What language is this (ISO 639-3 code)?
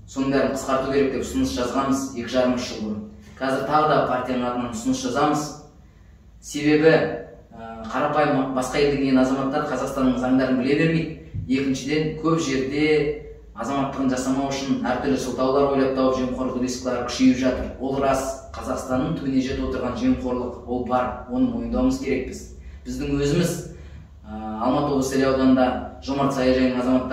kaz